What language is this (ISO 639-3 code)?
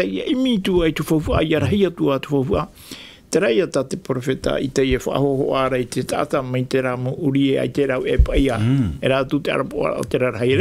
tah